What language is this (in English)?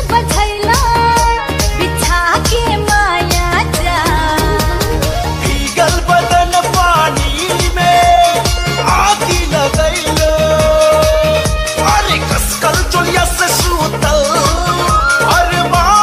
Bhojpuri